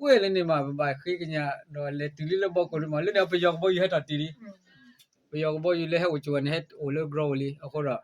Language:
S'gaw Karen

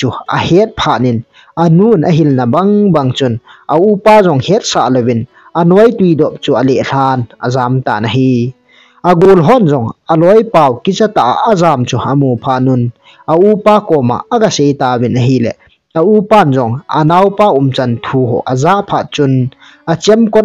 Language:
Thado Chin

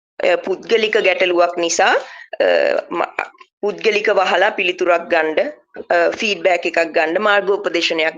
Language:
Sinhala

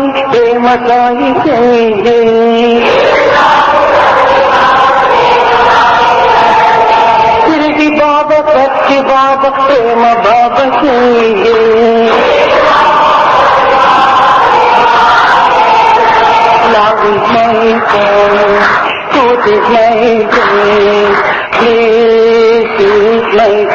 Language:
Telugu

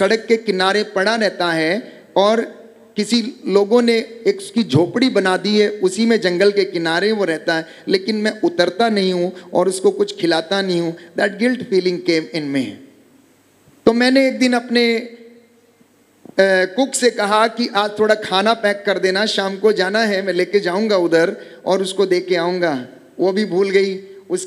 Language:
Hindi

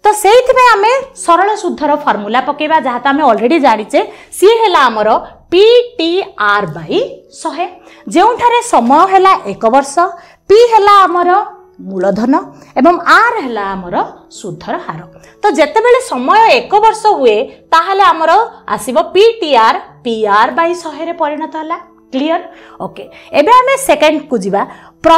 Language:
Odia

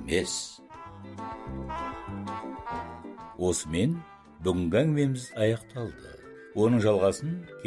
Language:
Kazakh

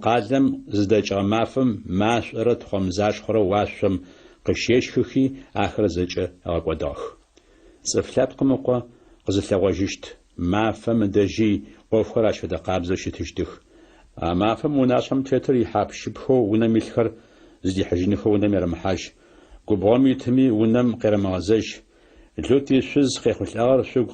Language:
Adyghe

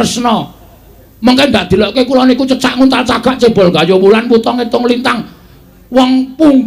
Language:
Javanese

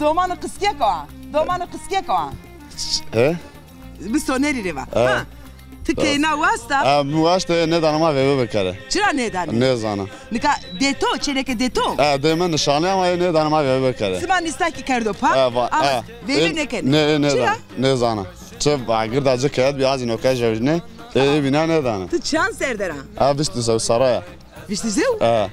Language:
Zaza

